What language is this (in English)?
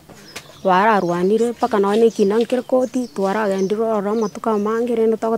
Gusii